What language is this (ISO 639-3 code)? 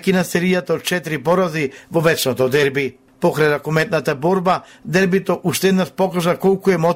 mkd